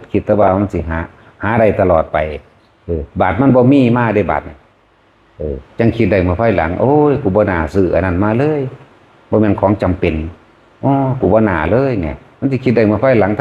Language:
Northeastern Thai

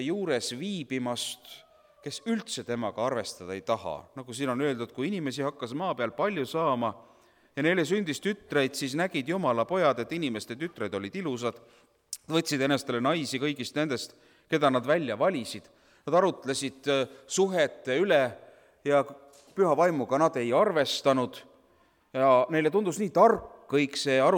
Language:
Estonian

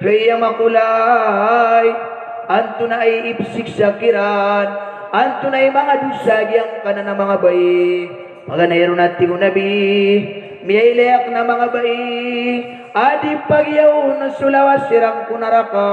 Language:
Maranao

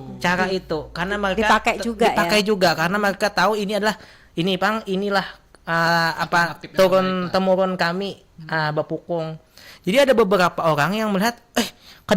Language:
Banjar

